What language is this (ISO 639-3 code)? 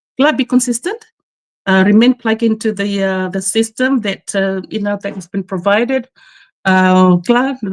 fij